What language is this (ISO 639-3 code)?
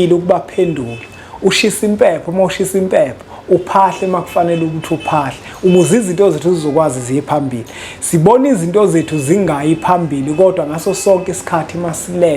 zul